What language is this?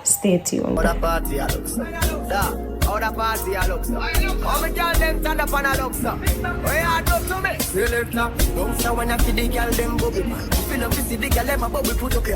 Jamaican Creole English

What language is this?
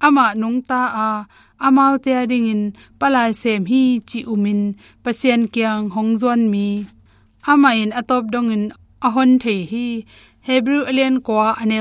Tedim Chin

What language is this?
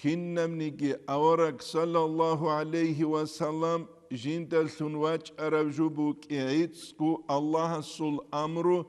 Avaric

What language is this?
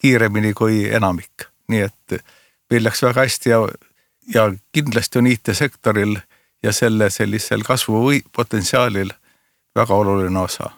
Estonian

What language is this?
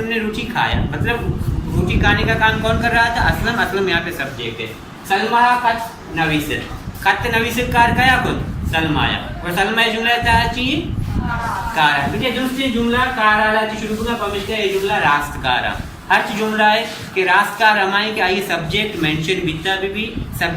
Baluchi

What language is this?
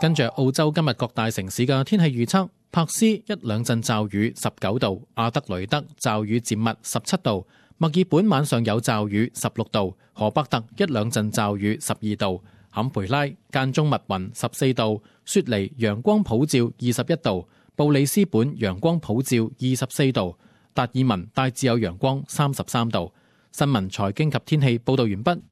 Cantonese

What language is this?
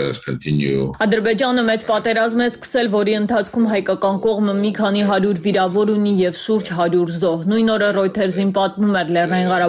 Armenian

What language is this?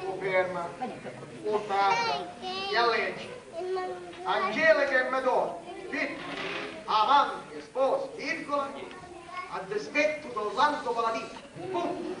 Sicilian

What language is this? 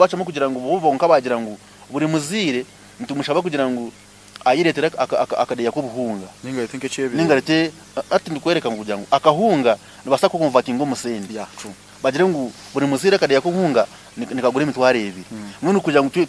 Nyankole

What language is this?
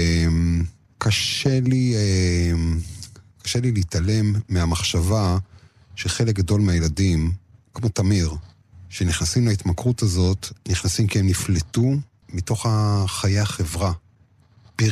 Hebrew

